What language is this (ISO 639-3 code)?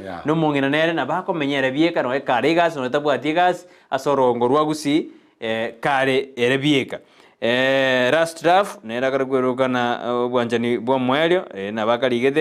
guz